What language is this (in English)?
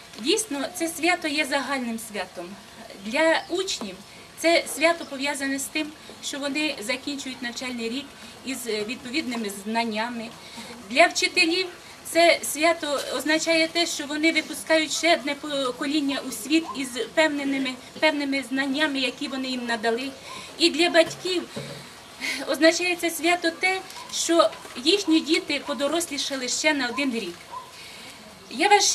Ukrainian